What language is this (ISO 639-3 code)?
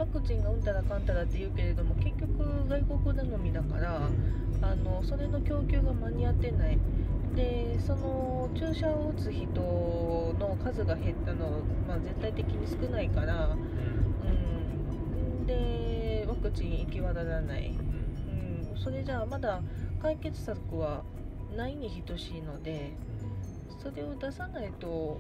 jpn